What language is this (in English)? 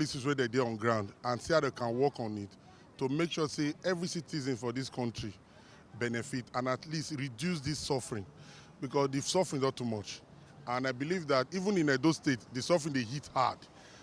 Nigerian Pidgin